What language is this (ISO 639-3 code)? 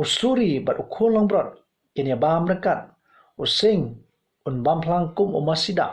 kha